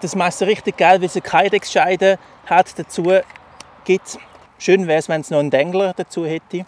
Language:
Swiss German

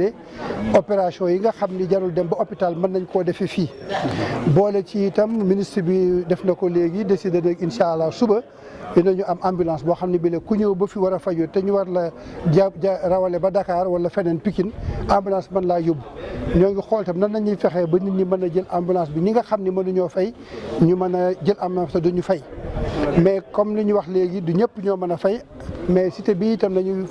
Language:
Wolof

